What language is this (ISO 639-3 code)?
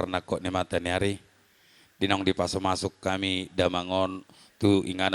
bbc